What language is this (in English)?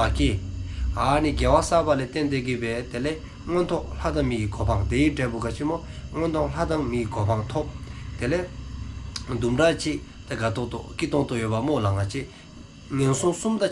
Dzongkha